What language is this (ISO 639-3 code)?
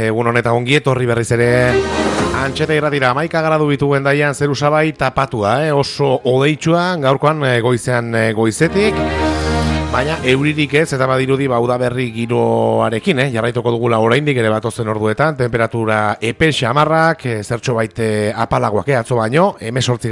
eus